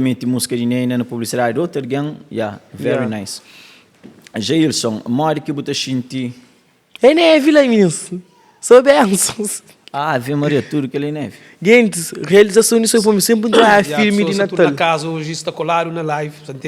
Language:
Kabuverdianu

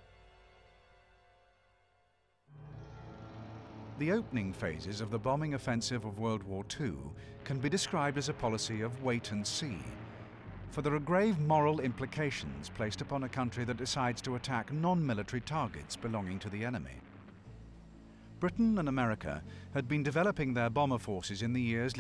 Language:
English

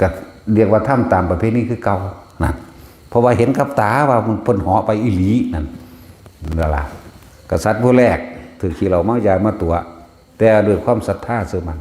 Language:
Northeastern Thai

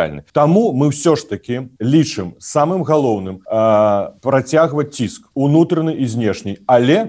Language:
Belarusian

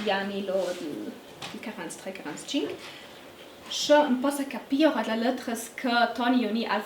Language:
Ladin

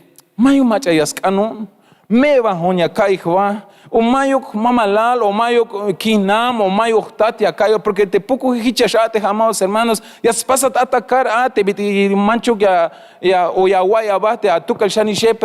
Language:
Tzeltal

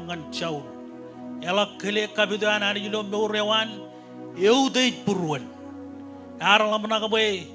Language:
Marshallese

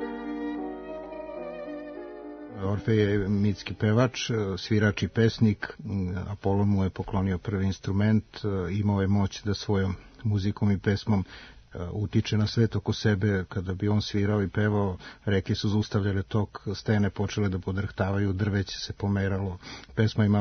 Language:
Serbian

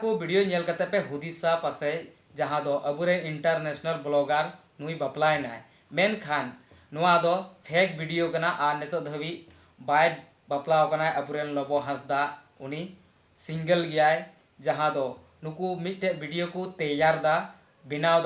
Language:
Santali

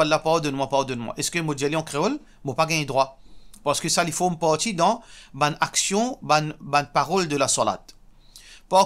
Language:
Morisyen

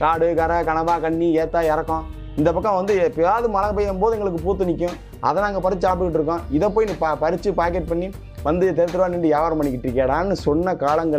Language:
Tamil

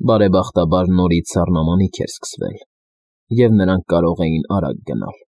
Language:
Armenian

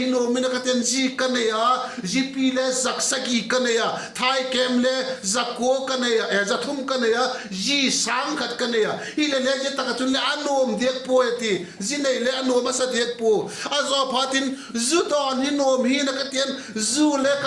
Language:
Vaiphei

